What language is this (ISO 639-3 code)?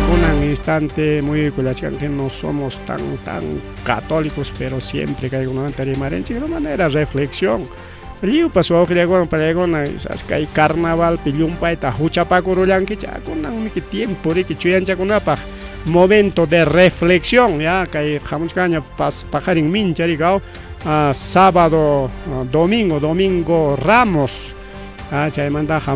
quy